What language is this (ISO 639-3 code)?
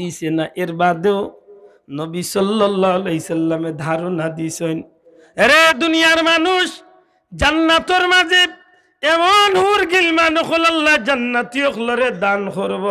syl